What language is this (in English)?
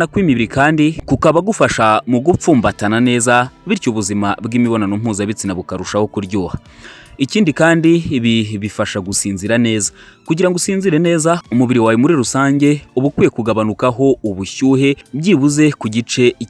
Kinyarwanda